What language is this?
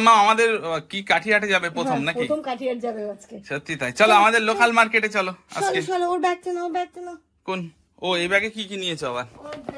Bangla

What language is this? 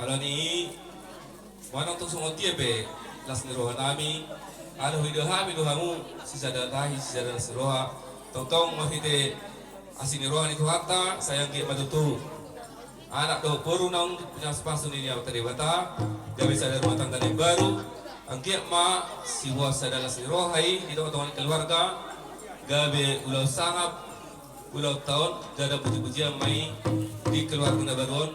Batak Toba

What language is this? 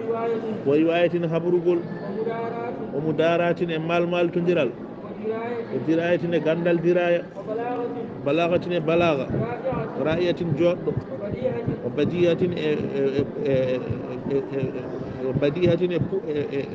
Fula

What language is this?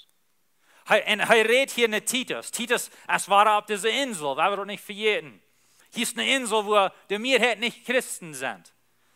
Plautdietsch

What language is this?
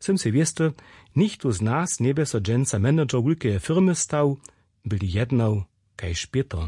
Upper Sorbian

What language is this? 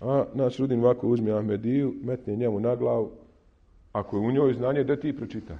Bosnian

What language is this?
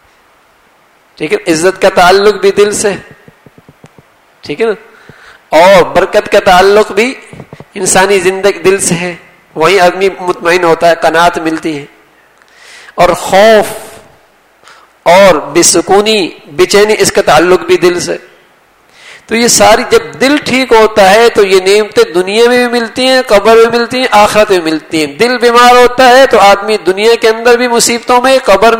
Urdu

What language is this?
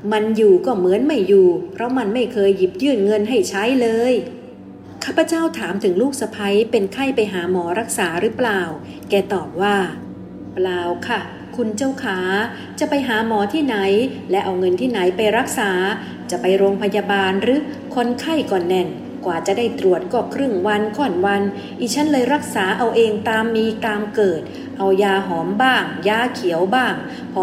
Thai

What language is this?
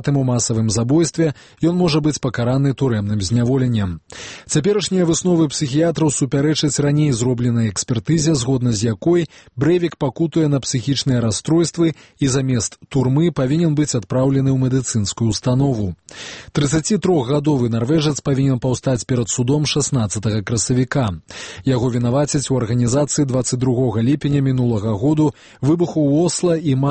Belarusian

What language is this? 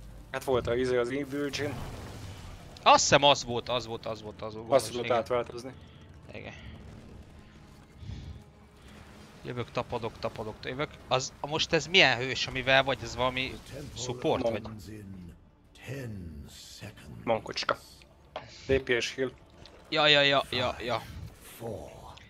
Hungarian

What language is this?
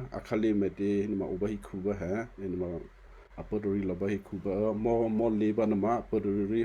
Western Kayah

